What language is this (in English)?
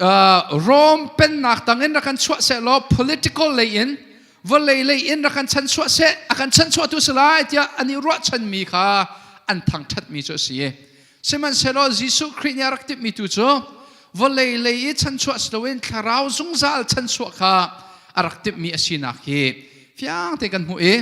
Hakha Chin